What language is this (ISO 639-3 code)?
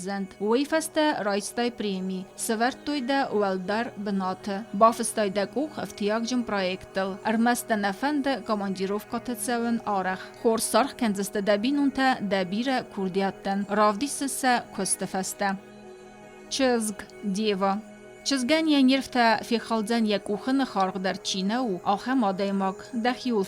oss